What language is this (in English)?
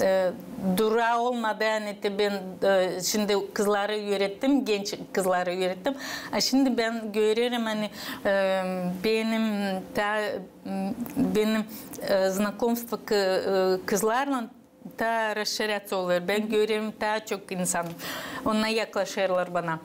Gagauz